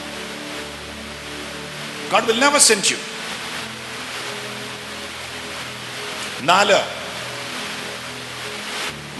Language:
Malayalam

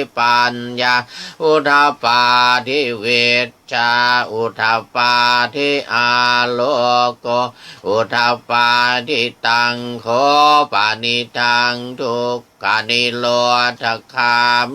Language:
Pali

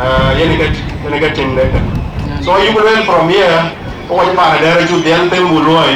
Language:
Dinka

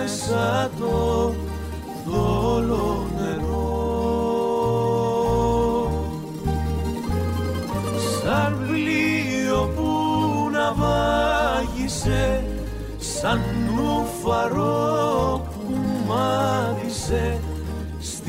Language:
Greek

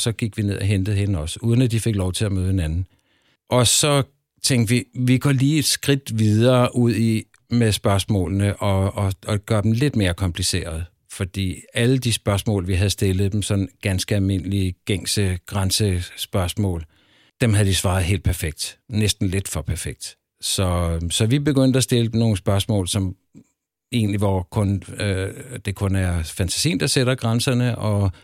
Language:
Danish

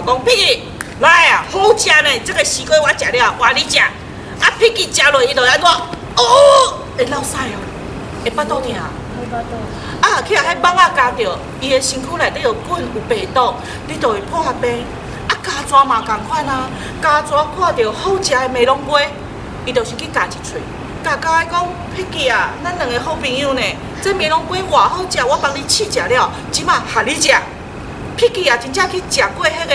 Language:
Min Nan Chinese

